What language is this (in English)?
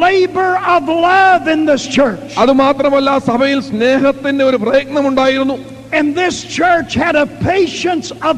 Malayalam